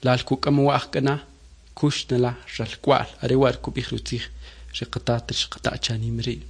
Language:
Kʼicheʼ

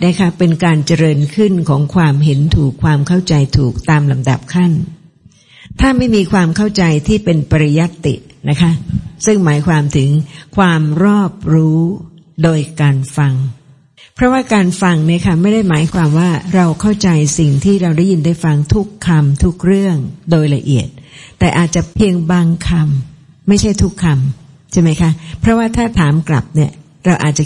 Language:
Thai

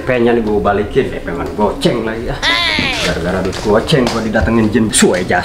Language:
Betawi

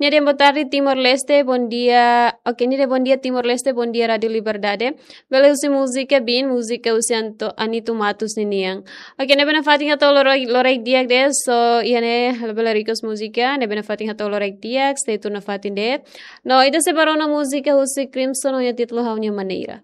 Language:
Tetum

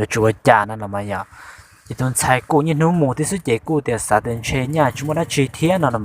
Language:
Hmong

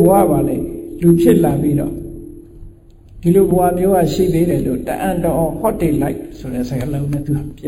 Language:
Burmese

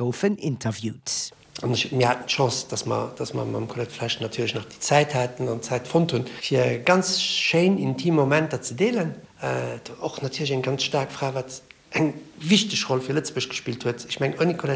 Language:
Luxembourgish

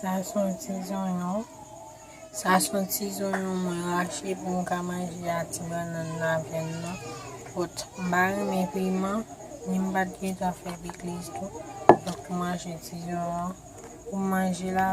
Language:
Haitian Creole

